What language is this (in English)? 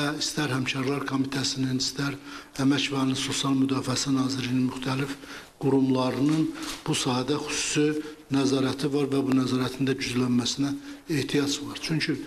Azerbaijani